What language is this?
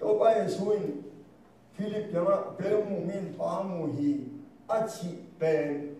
Tedim Chin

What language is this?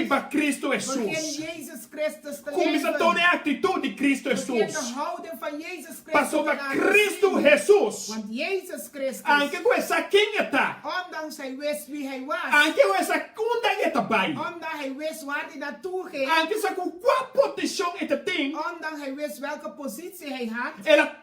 Papiamento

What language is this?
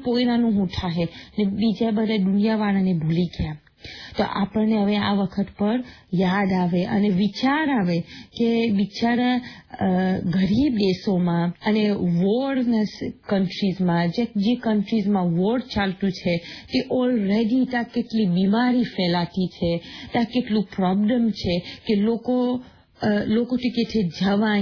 Gujarati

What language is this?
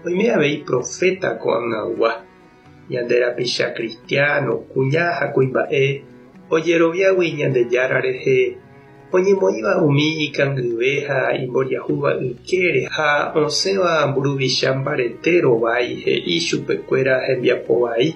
Guarani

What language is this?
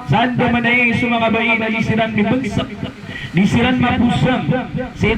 Maranao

